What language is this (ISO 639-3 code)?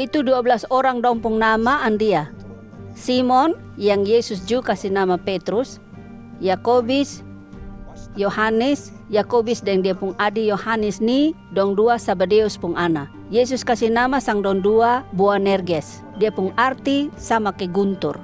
mkn